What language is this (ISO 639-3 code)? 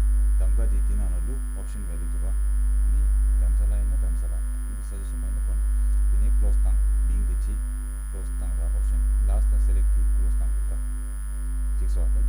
bod